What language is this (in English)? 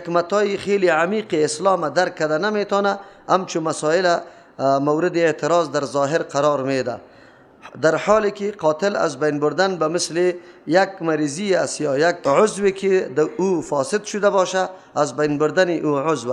Persian